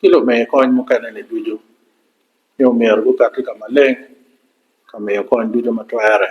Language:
Acoli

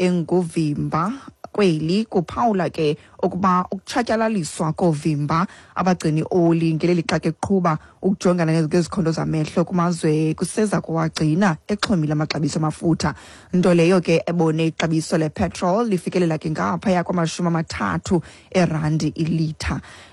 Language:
Xhosa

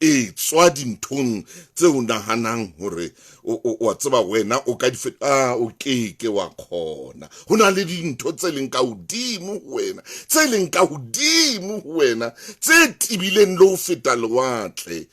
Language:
Southern Sotho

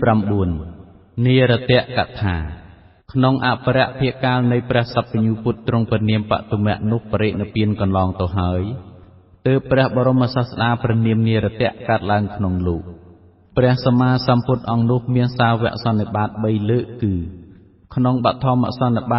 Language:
Khmer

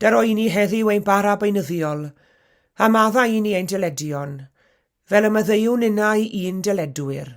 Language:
Welsh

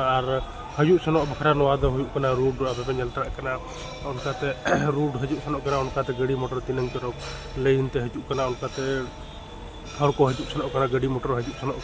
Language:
Santali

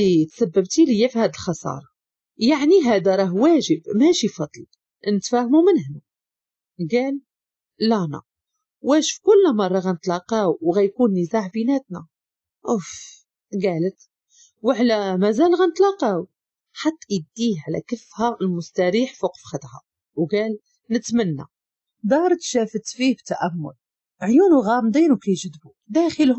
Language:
Moroccan Arabic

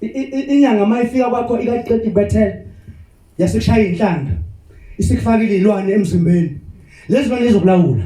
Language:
Zulu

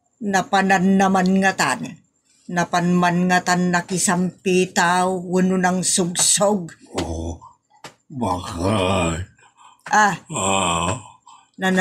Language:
Iloko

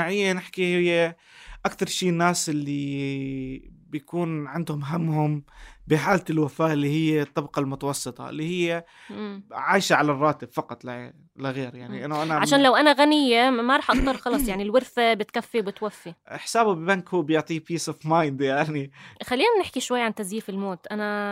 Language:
North Levantine Arabic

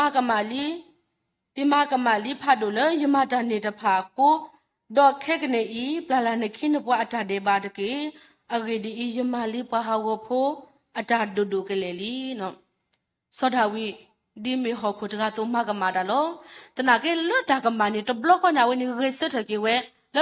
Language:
S'gaw Karen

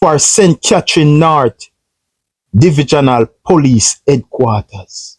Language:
Jamaican Creole English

